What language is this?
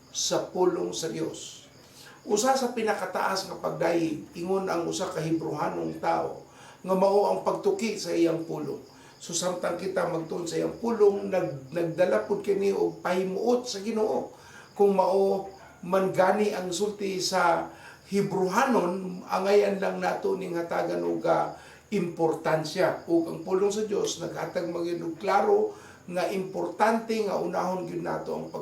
Cebuano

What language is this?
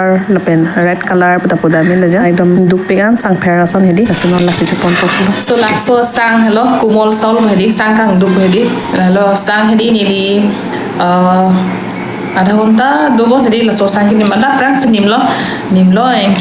Karbi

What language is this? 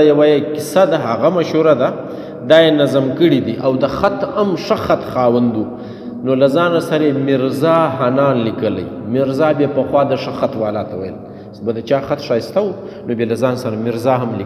Pashto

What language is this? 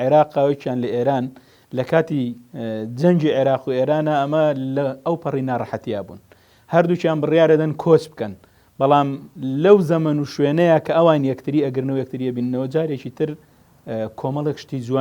Central Kurdish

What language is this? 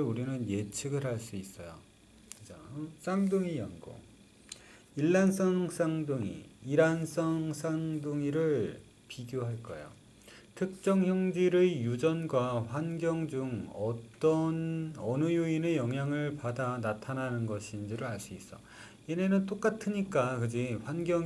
Korean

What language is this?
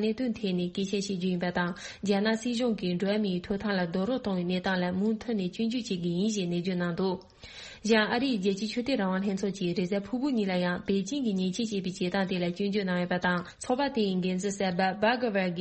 Tibetan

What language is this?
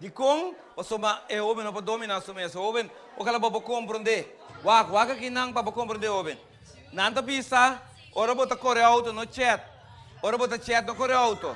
Papiamento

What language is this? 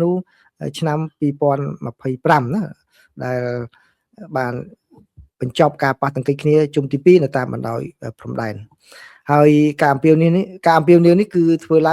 Khmer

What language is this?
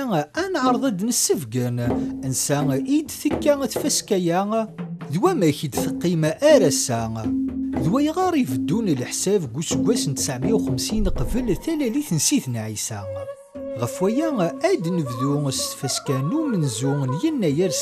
Kabyle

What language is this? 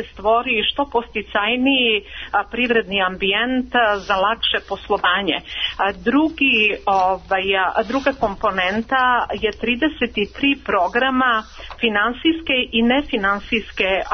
Serbian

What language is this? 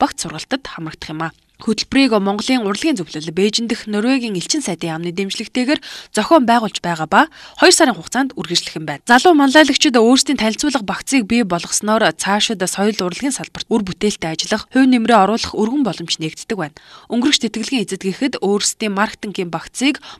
Mongolian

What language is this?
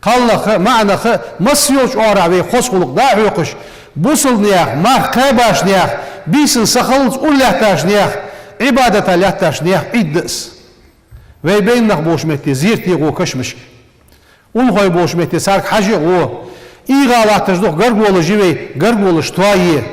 Ingush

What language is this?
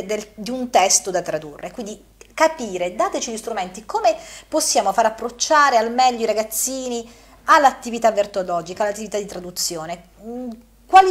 Italian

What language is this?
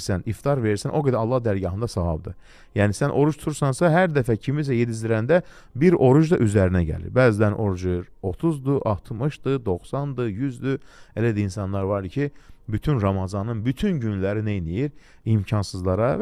Azerbaijani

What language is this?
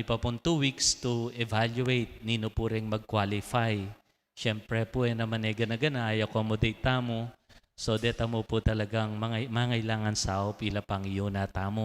Pampanga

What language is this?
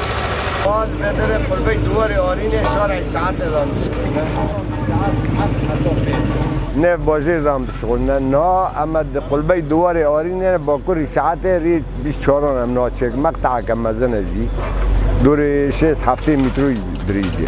Kurdish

